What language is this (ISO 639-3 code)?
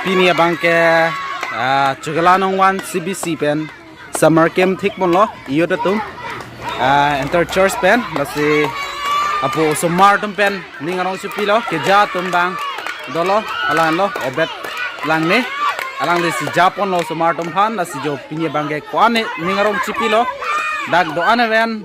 mjw